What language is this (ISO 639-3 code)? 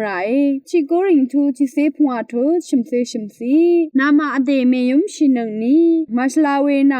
raw